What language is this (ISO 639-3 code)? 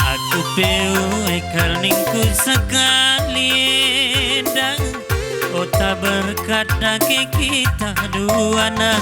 btx